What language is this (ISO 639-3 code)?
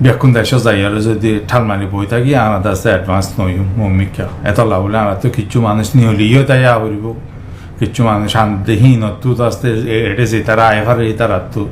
rhg